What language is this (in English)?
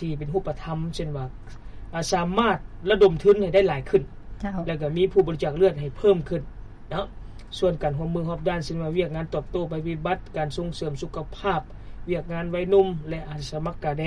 Lao